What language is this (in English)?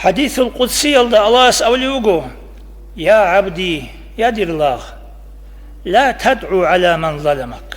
Avaric